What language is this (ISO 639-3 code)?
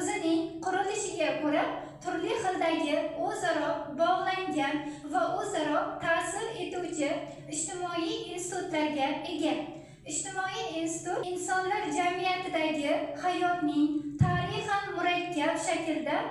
uzb